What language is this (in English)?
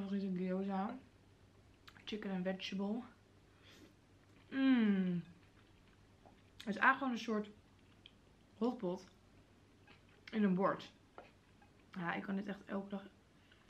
Dutch